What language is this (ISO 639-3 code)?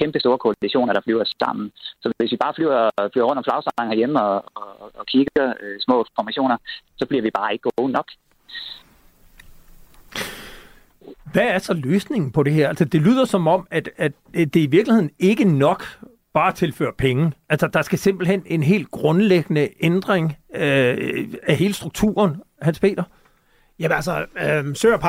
dan